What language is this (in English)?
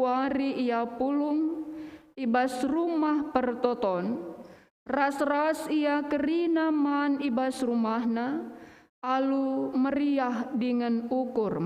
Batak Karo